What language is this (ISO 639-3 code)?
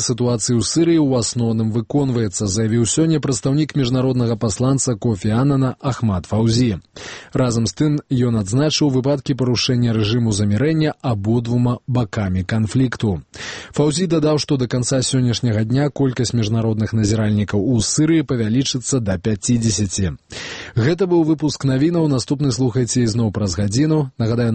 bel